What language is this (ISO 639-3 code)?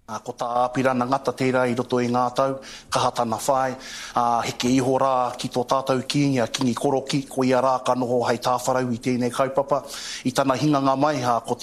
mri